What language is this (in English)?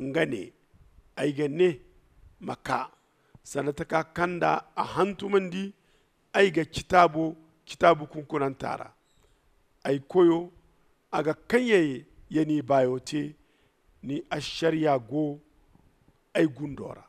Zarma